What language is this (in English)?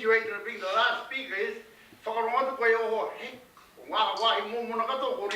Māori